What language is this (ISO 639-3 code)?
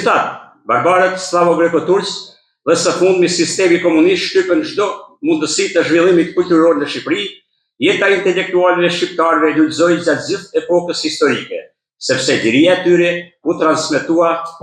sqi